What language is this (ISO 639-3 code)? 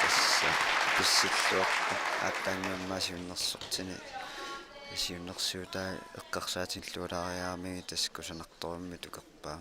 kal